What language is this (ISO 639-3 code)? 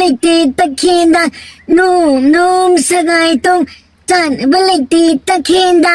mni